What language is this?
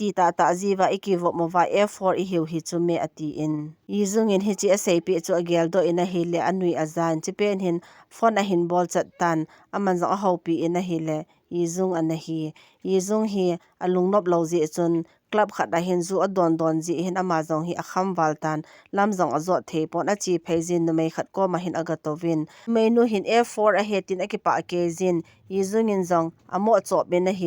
Thado Chin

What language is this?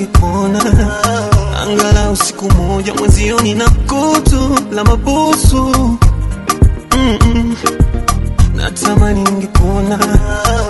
Swahili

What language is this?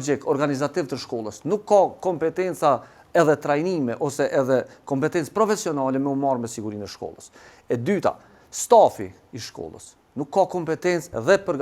Albanian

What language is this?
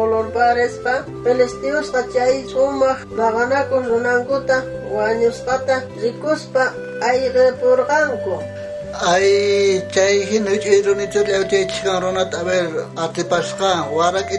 South Bolivian Quechua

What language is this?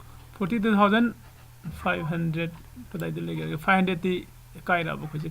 Manipuri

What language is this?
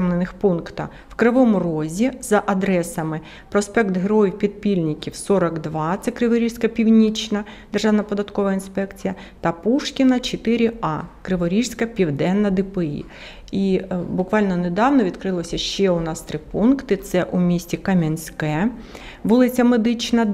Ukrainian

